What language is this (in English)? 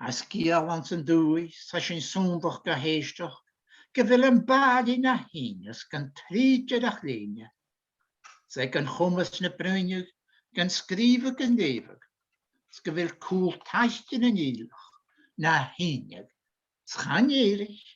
Scottish Gaelic